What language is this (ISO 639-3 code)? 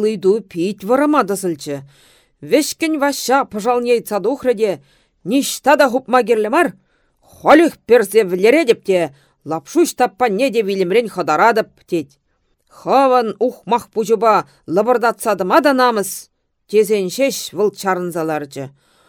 chv